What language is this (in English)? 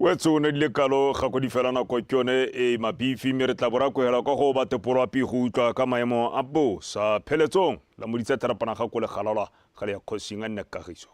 Tswana